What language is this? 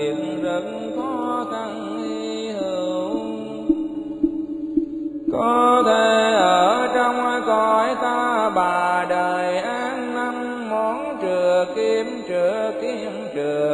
Vietnamese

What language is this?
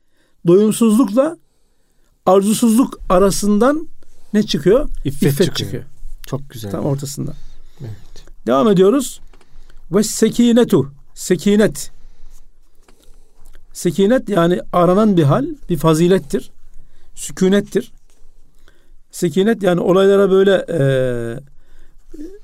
Turkish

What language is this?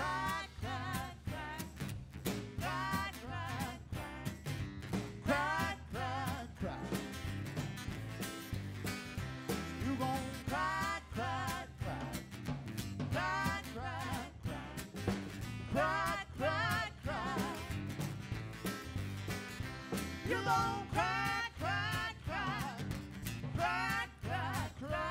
English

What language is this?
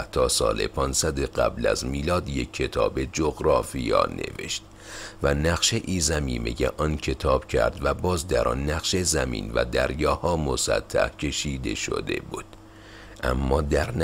Persian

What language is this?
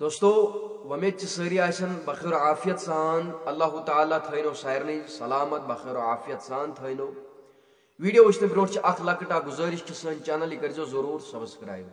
Kashmiri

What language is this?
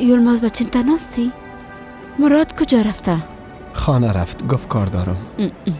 Persian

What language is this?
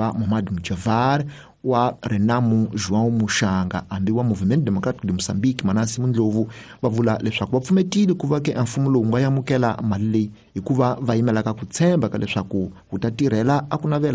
Tsonga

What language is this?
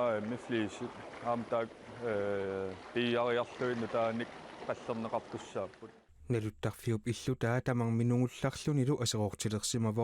Kalaallisut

